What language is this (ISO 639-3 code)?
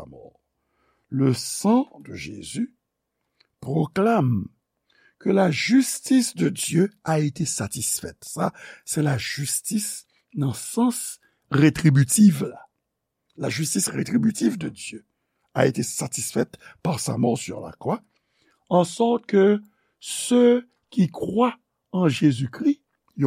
hat